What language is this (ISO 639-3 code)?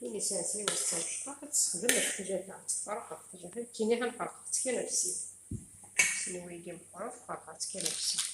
kab